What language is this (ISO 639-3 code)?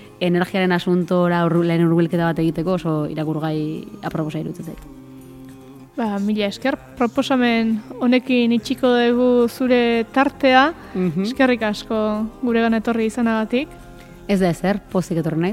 eus